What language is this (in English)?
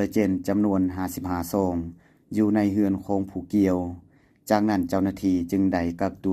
Lao